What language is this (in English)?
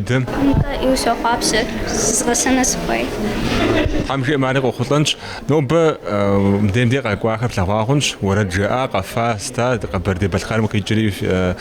Kabardian